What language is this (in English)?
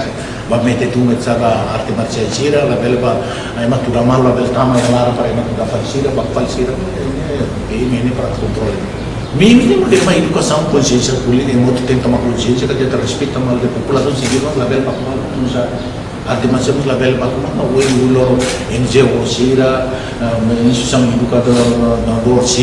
Tetum